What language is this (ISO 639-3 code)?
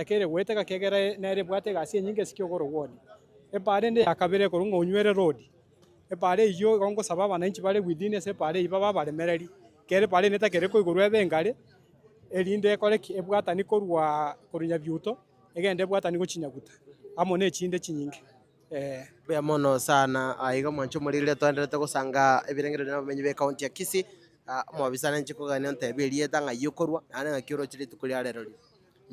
guz